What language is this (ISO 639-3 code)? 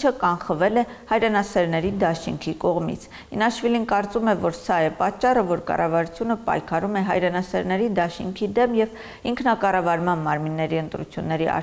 hye